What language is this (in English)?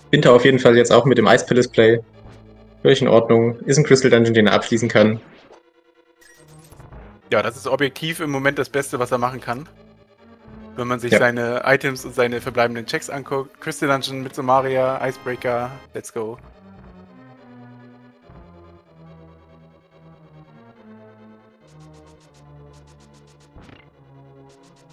German